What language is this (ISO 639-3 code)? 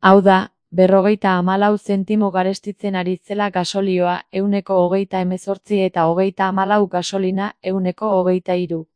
eus